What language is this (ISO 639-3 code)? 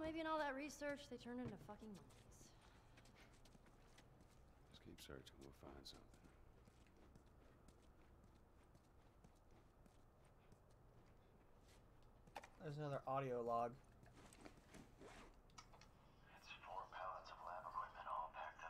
eng